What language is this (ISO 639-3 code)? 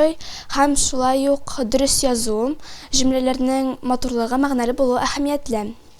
tat